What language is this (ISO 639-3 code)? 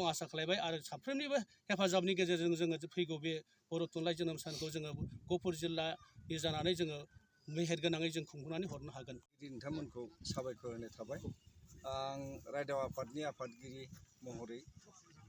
brx